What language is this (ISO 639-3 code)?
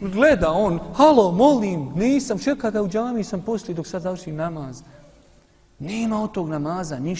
srp